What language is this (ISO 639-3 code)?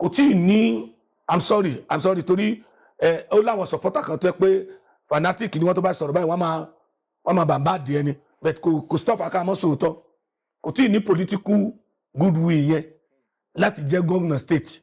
yor